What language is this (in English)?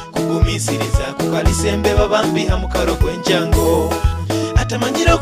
Nyoro